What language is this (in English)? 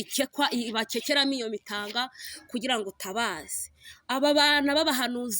Kinyarwanda